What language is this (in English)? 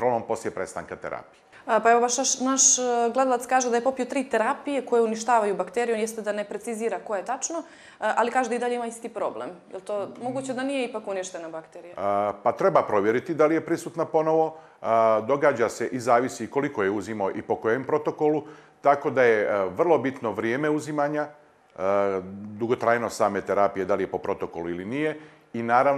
Serbian